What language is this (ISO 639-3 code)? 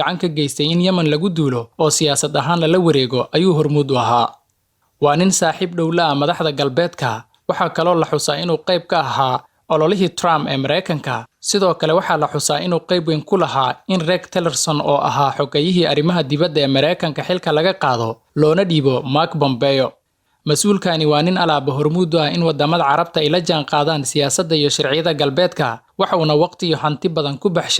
som